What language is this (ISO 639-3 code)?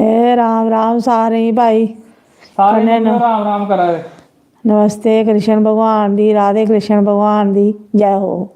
doi